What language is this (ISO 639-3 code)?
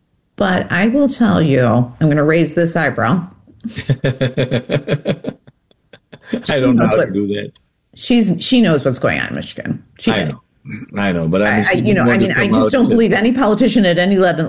eng